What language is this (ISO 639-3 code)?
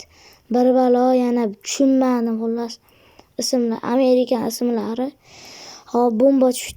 uzb